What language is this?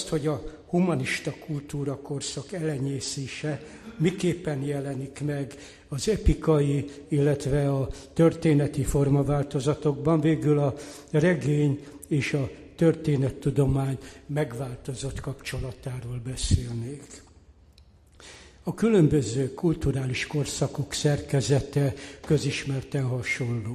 Hungarian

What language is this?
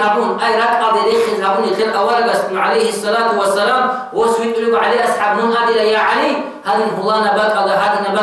Avaric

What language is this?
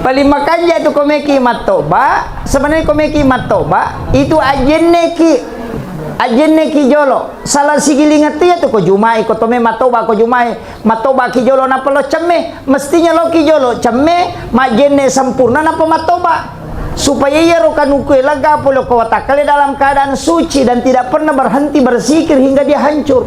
Buginese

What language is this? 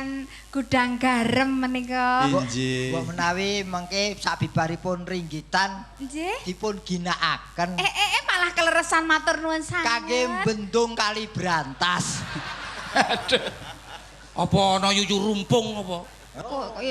Javanese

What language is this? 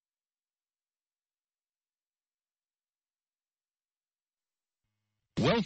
Burmese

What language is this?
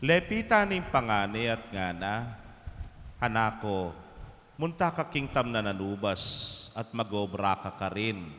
Pampanga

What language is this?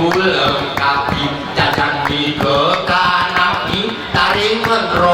Gayo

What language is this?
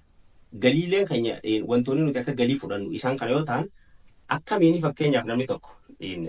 Oromo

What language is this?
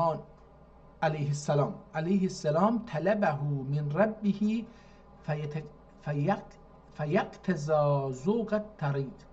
South Azerbaijani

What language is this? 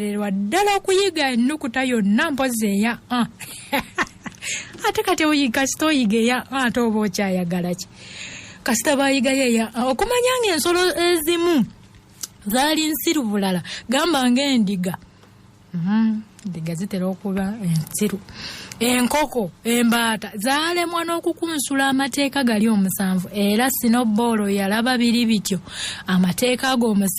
Ganda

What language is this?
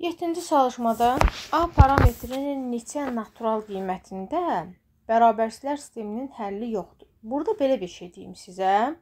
Azerbaijani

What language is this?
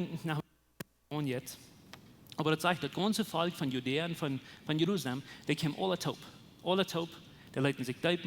Plautdietsch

